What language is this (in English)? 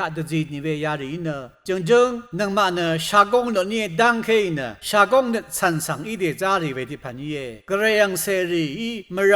Rawang